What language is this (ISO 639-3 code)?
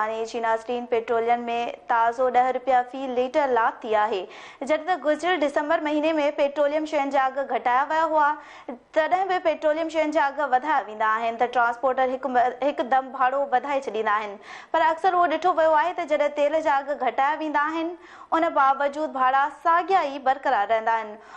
snd